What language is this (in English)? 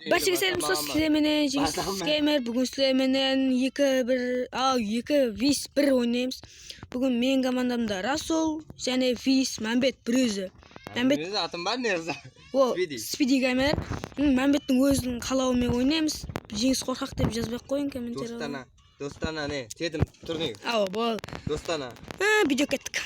Kara-Kalpak